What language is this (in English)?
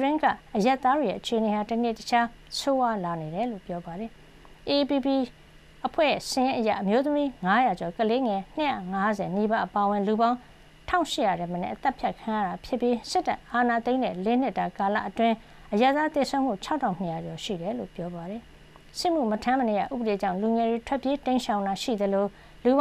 Burmese